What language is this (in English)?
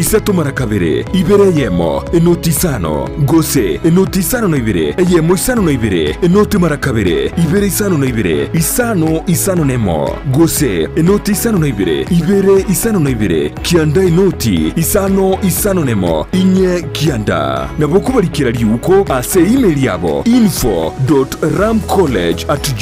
Gusii